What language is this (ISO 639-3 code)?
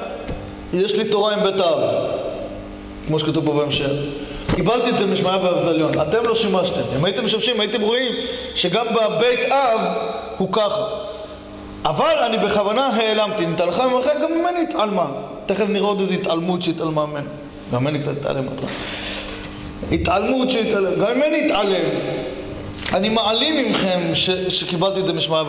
heb